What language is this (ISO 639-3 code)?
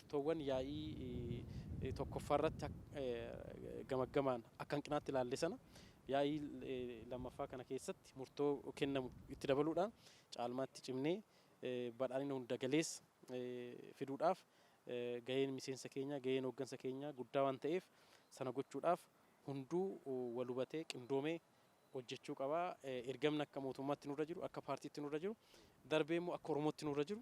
orm